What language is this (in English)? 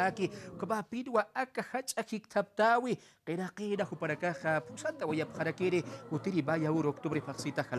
Aymara